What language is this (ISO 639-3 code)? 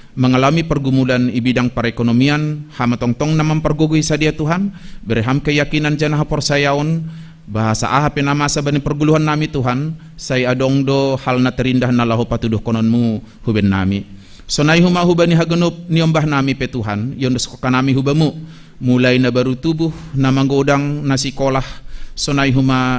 bts